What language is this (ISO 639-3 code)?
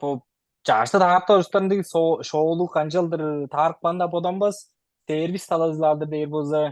tyv